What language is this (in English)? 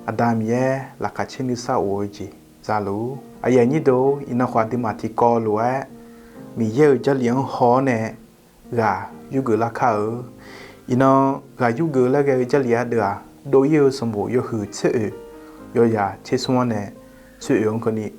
Akha